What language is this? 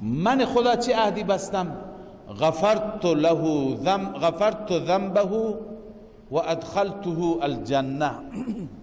Persian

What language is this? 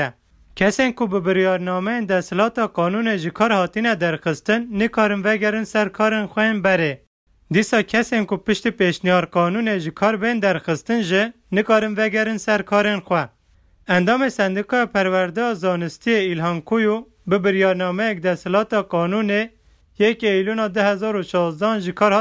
Kurdish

